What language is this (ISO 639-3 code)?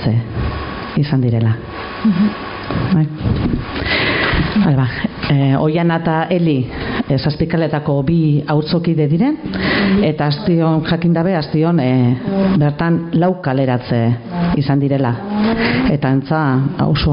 eus